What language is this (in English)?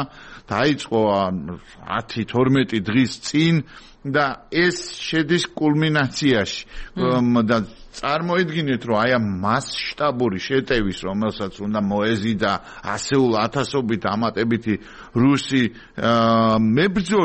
Georgian